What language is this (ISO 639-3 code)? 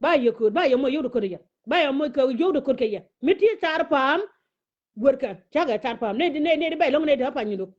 nus